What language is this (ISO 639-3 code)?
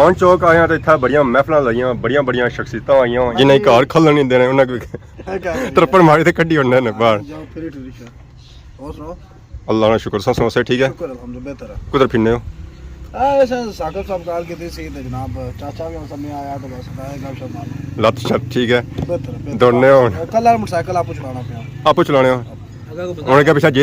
phr